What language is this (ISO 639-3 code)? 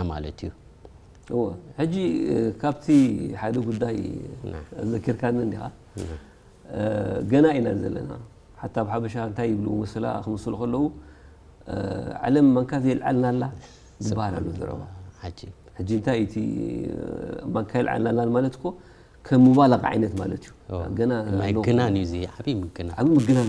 tir